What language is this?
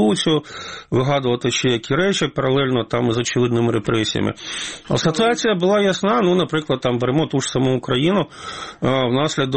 Ukrainian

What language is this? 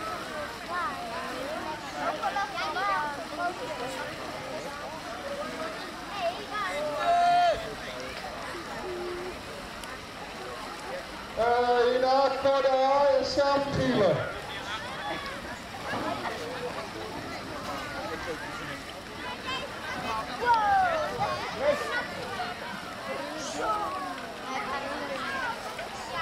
Dutch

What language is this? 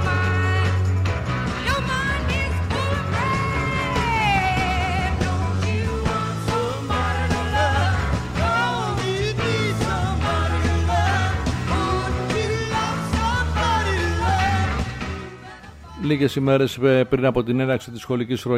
Greek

